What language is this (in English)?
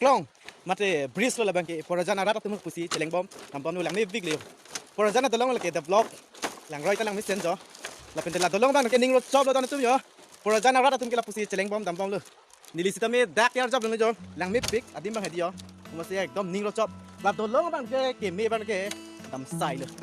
Karbi